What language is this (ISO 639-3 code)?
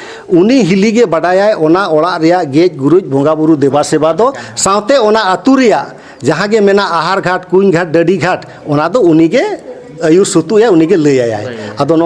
sat